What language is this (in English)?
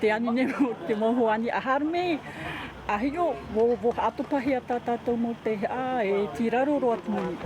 Tahitian